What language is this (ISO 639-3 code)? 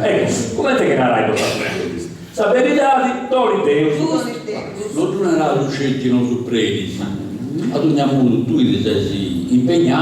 srd